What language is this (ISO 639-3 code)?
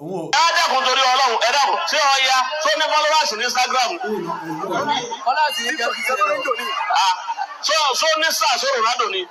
yor